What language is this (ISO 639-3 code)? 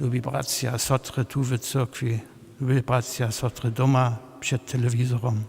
hsb